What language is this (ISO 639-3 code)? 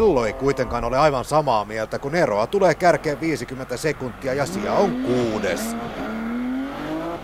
fin